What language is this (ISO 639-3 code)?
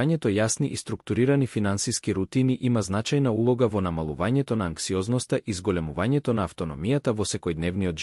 mkd